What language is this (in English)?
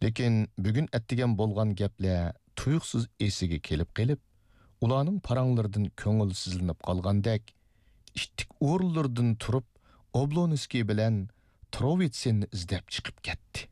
Uyghur